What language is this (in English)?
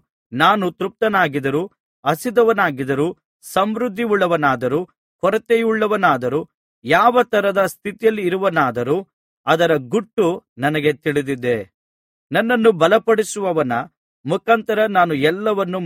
Kannada